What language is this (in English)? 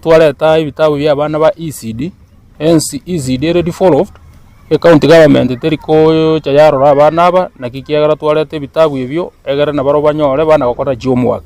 Gusii